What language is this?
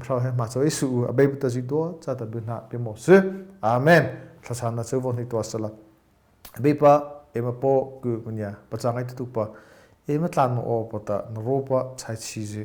Mara Chin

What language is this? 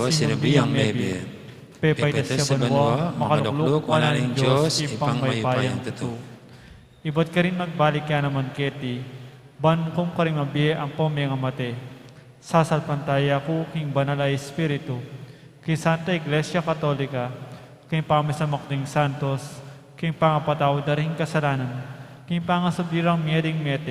Pampanga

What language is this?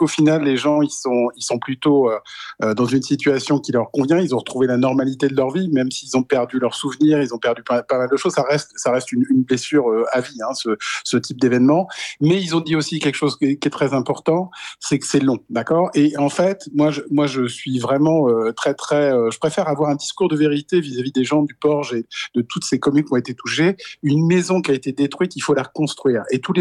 French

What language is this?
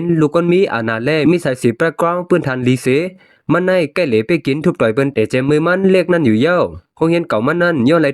Shan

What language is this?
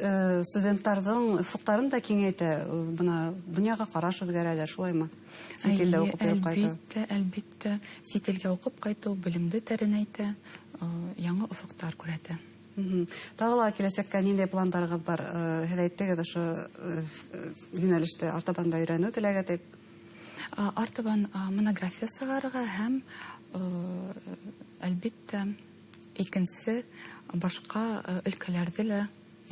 Bashkir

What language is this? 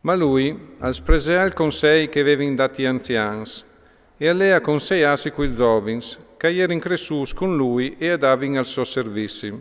Friulian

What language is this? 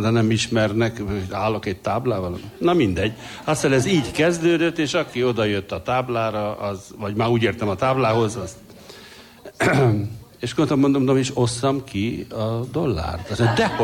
Hungarian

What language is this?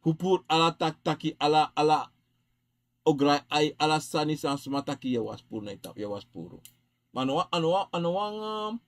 Sranan Tongo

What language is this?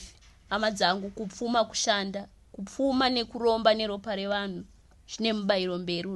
Shona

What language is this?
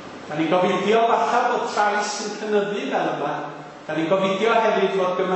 Welsh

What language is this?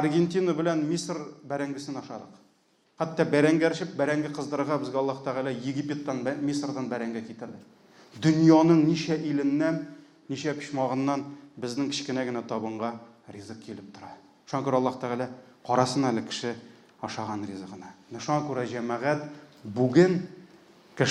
Tatar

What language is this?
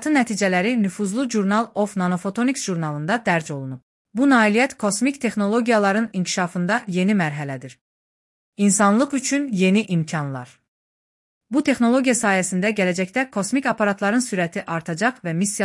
Azerbaijani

